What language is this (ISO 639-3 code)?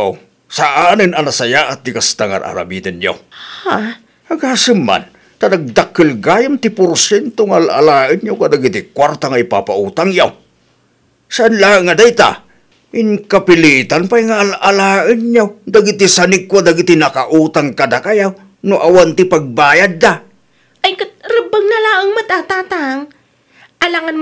ilo